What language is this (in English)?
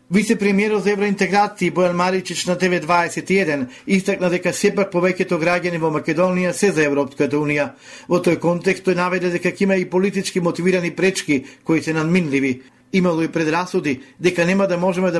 Macedonian